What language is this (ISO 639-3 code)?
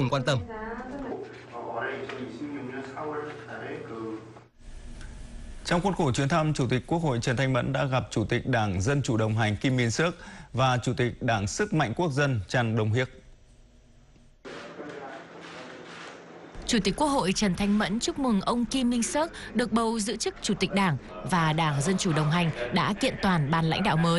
vie